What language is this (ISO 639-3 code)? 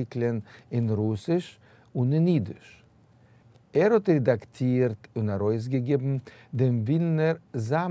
yid